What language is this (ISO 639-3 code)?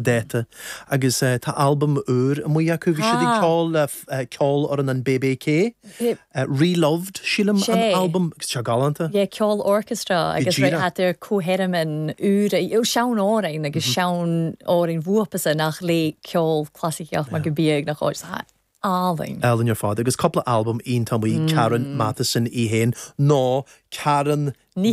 gle